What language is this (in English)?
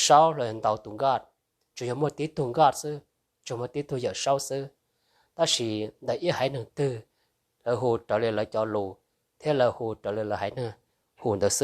Hmong